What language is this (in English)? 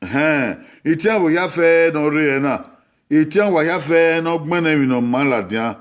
Bini